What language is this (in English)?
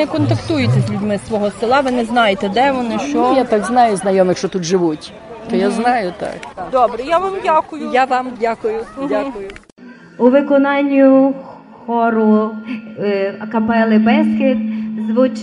Rusyn